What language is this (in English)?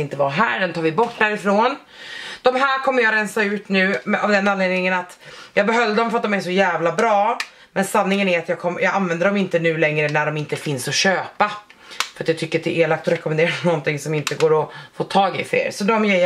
Swedish